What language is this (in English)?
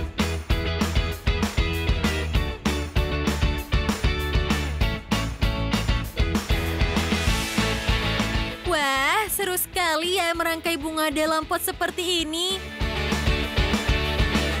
Indonesian